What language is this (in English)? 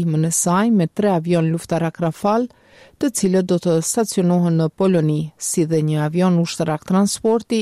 Albanian